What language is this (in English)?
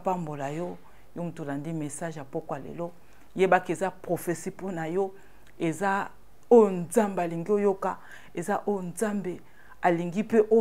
Lingala